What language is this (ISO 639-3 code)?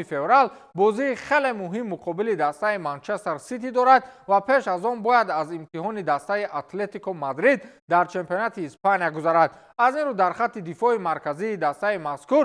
tgk